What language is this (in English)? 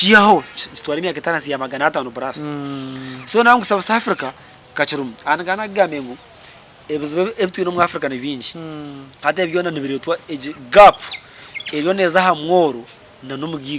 Nyankole